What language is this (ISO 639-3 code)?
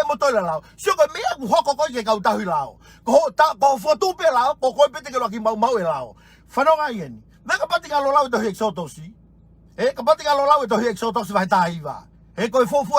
ton